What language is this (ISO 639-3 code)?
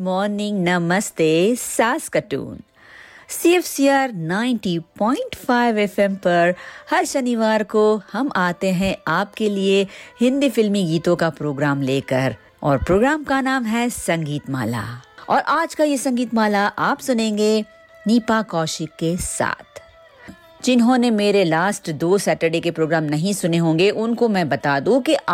hin